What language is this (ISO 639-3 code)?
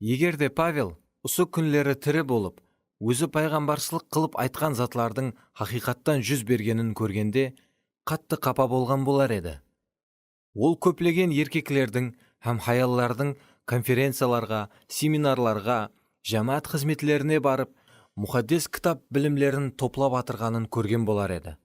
kaa